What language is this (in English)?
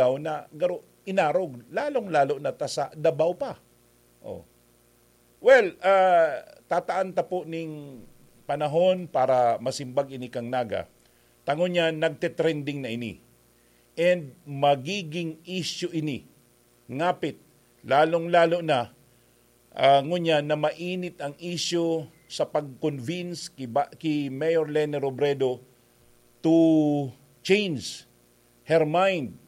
Bikol